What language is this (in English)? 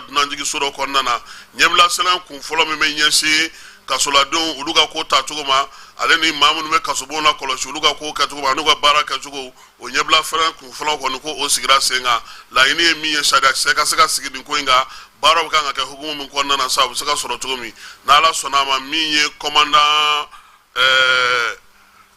Bambara